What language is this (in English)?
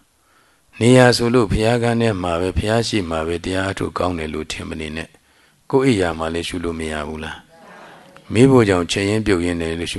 Burmese